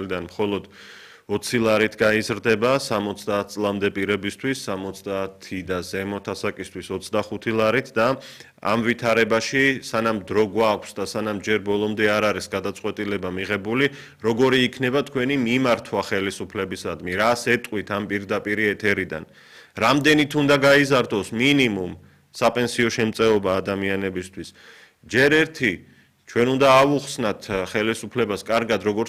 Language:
Georgian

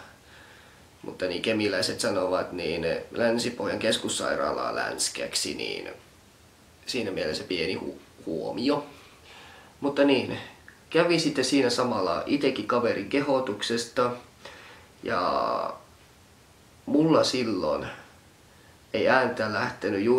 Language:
Finnish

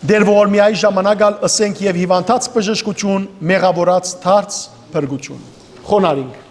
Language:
Western Armenian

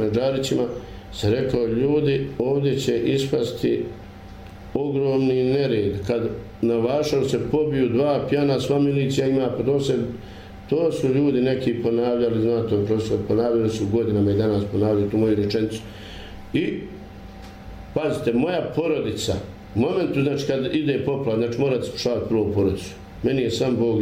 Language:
Bosnian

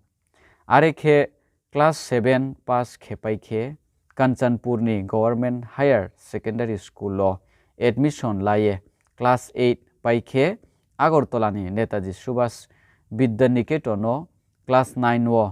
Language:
Riang (India)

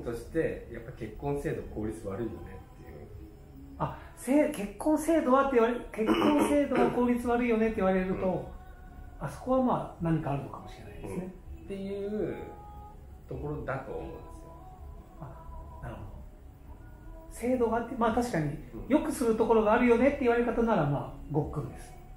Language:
Japanese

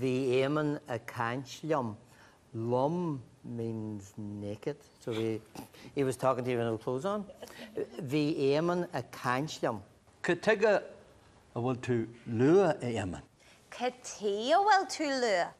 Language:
Irish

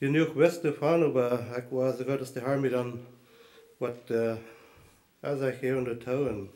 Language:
Plautdietsch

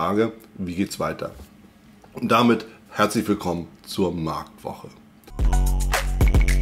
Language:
German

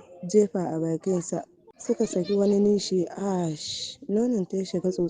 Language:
Hausa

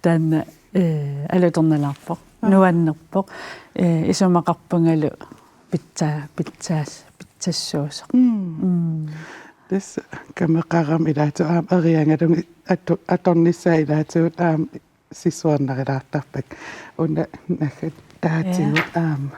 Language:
Kalaallisut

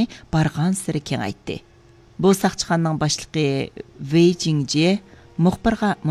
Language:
Uyghur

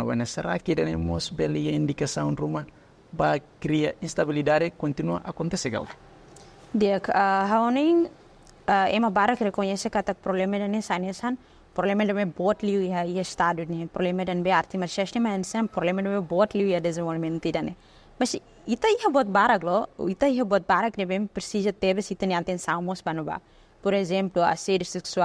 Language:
Tetum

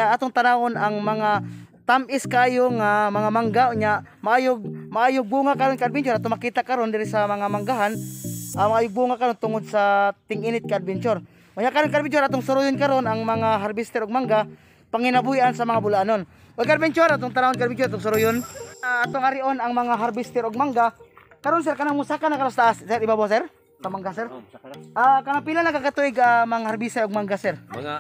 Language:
Cebuano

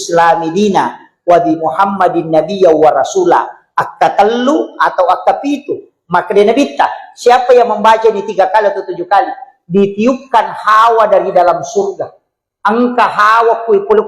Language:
Buginese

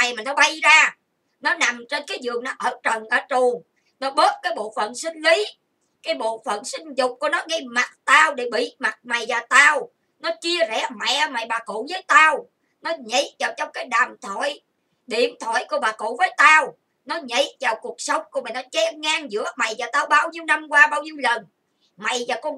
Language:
Vietnamese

